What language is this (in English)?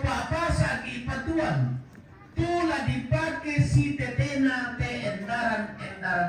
Toraja-Sa'dan